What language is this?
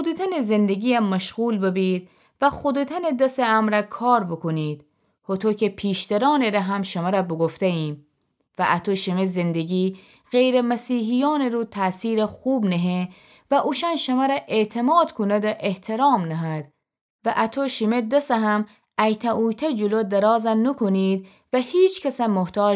Gilaki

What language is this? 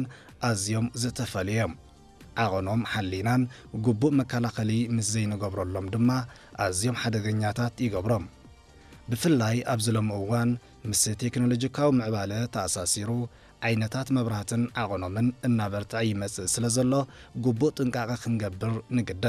Tigrinya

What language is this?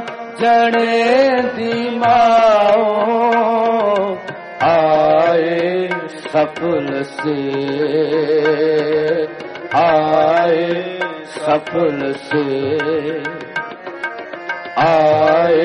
Punjabi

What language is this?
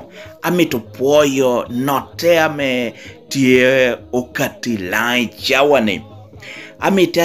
Lango (Uganda)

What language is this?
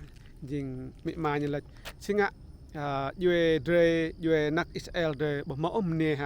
Rade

